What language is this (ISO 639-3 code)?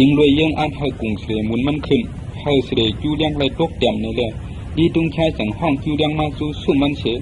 shn